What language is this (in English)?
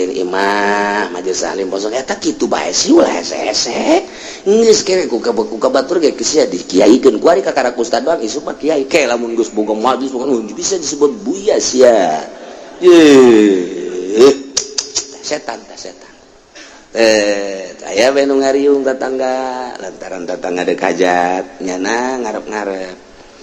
Sundanese